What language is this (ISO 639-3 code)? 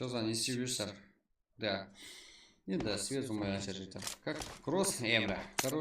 kaa